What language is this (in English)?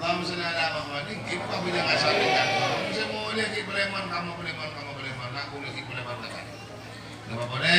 Madurese